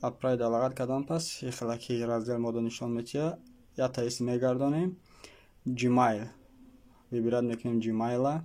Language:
Tajik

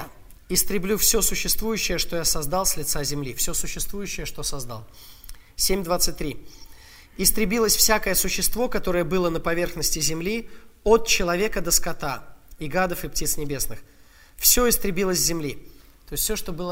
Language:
Russian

